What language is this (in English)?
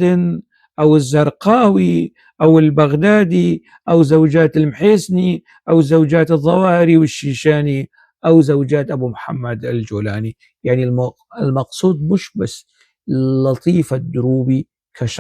North Levantine Arabic